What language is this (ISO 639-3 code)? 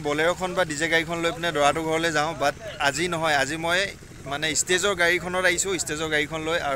asm